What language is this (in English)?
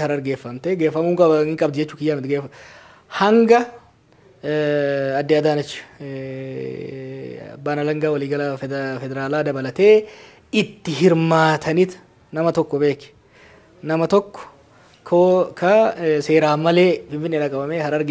Oromo